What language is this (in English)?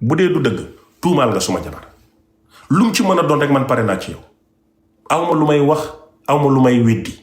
Wolof